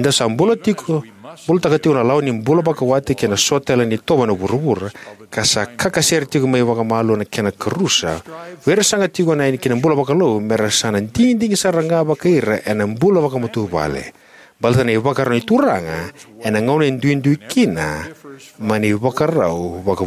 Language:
Fijian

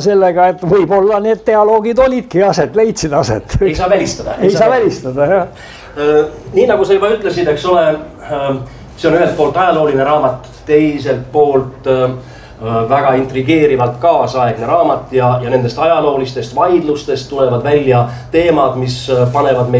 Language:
Estonian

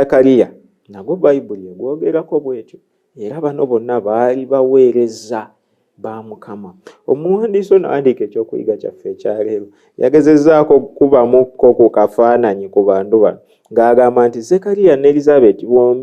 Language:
Ganda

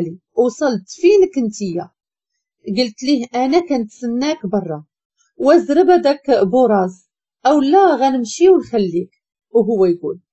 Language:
Moroccan Arabic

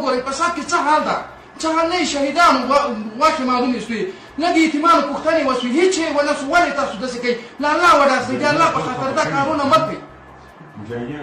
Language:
Pashto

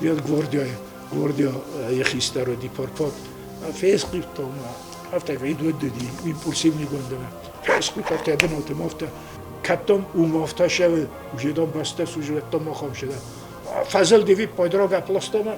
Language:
Ossetic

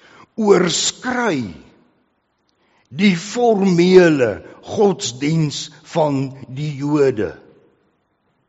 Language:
Afrikaans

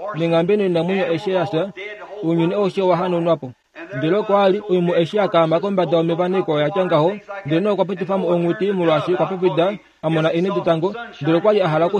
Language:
Kuanyama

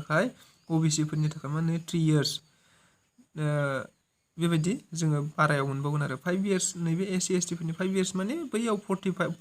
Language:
Bodo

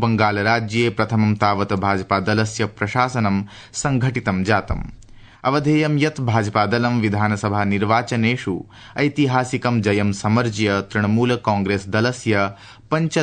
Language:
Sanskrit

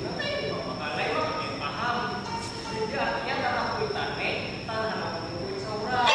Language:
Banjar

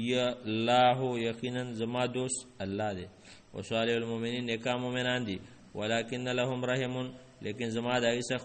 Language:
Pashto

